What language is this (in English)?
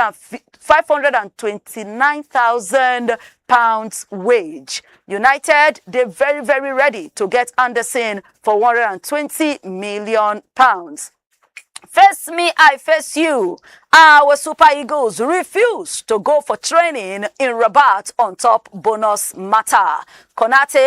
Nigerian Pidgin